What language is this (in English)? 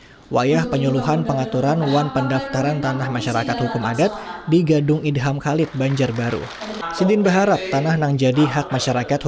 Banjar